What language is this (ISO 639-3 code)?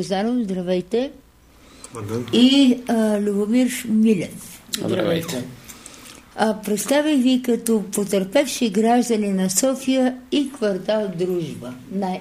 bul